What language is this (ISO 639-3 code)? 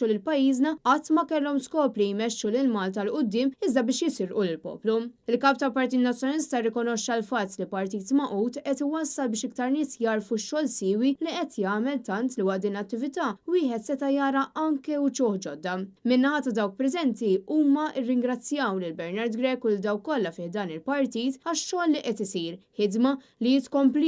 mlt